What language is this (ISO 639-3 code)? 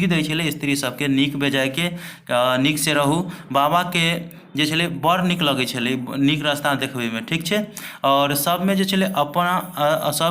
mai